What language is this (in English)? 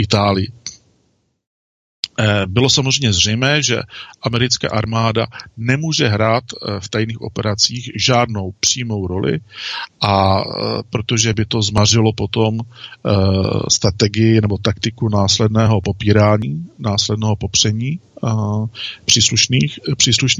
Czech